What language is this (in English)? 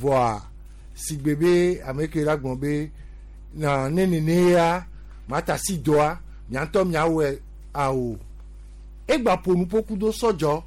Gen